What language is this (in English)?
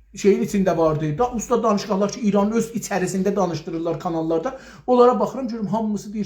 South Azerbaijani